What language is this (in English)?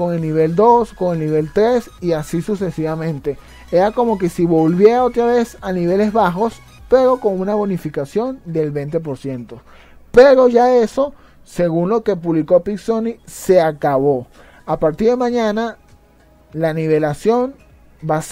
Spanish